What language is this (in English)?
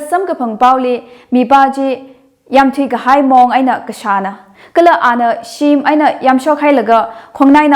Tangkhul Naga (India)